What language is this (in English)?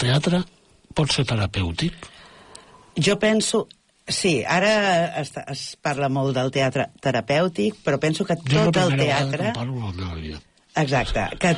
Catalan